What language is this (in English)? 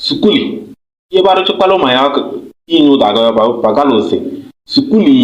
Kabiyè